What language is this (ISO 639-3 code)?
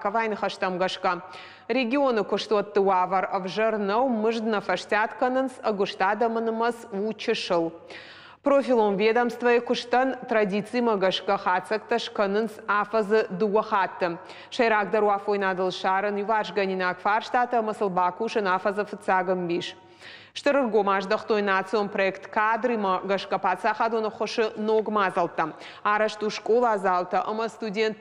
oss